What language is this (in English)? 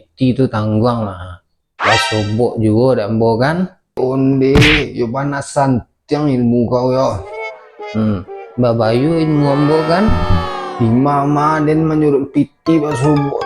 Minangkabau